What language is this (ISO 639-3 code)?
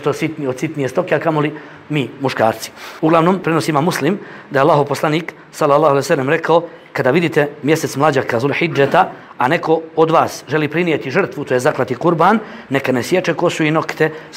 bos